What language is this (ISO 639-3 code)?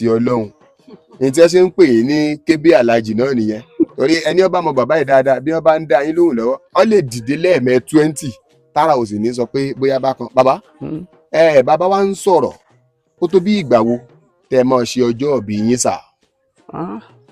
yor